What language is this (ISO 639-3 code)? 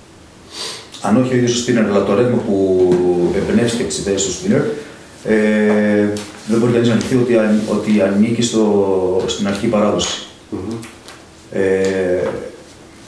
ell